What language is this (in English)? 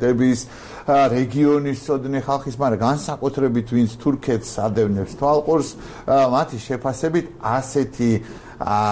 Georgian